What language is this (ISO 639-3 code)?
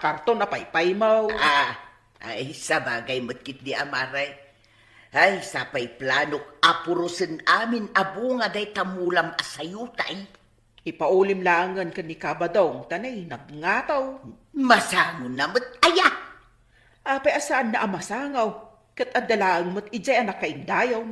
ilo